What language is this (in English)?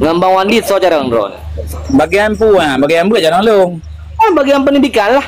Achinese